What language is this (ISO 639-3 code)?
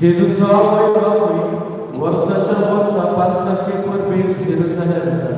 kok